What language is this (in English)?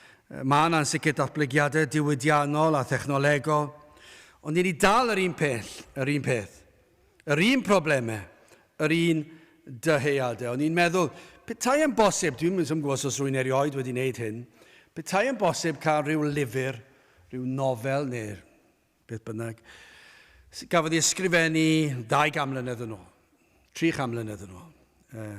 Welsh